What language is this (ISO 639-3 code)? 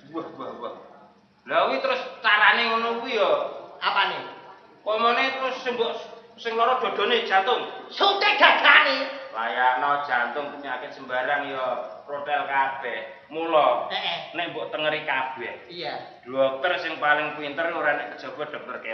jav